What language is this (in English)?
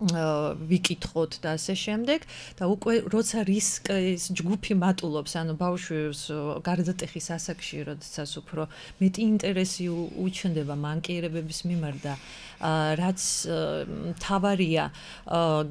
Georgian